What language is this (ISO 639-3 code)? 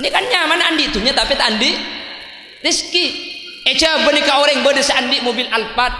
mad